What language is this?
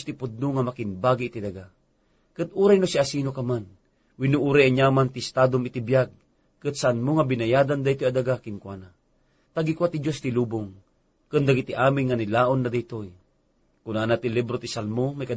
Iloko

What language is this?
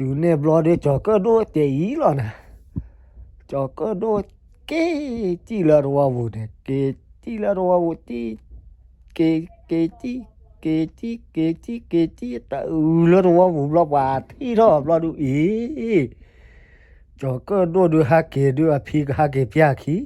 S'gaw Karen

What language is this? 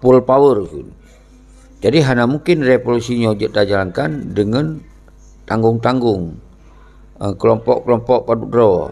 Achinese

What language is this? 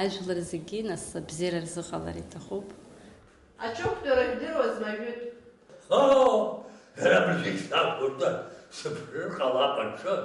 Abkhazian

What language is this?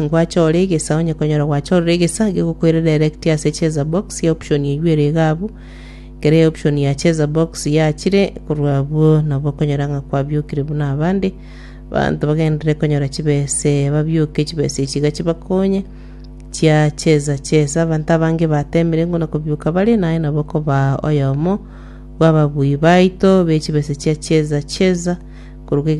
Gusii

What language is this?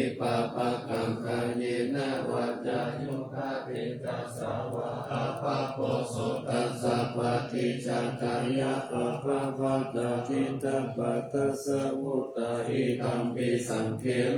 Pali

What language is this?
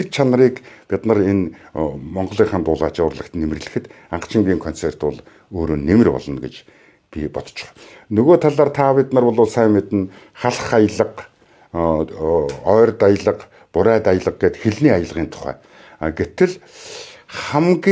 Mongolian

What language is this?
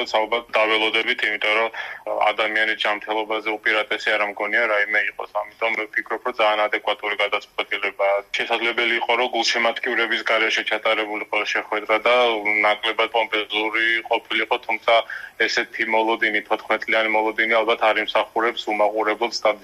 Georgian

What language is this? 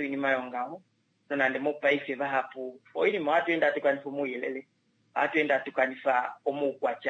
Kuanyama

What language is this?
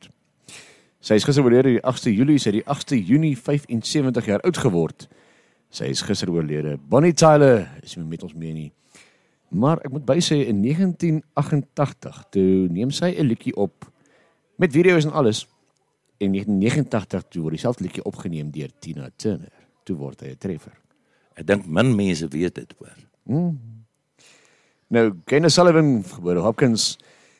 Afrikaans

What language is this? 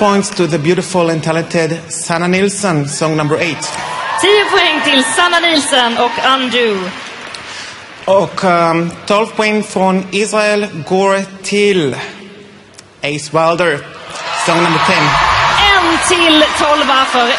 Swedish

